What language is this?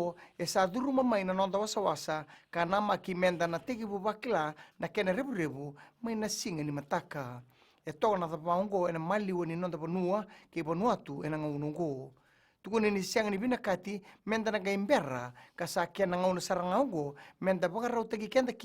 Fijian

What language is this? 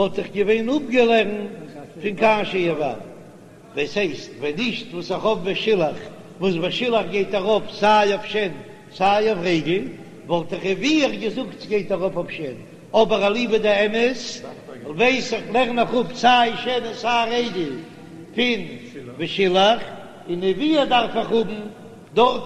Yiddish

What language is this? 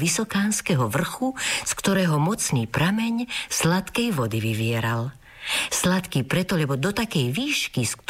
Slovak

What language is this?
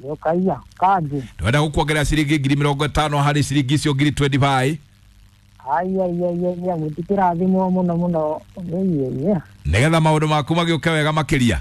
Kikuyu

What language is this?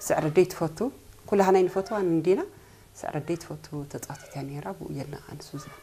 Tigrinya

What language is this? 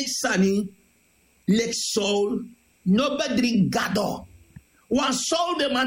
Sranan Tongo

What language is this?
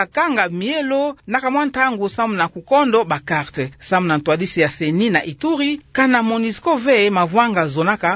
Kituba (Democratic Republic of Congo)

